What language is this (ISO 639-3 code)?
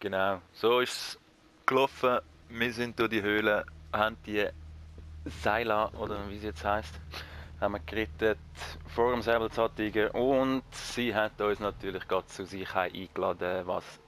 gsw